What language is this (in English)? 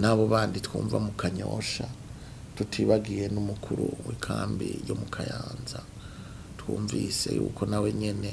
Rundi